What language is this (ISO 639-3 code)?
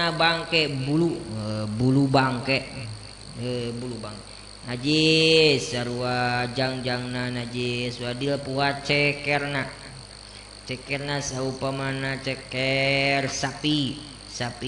sun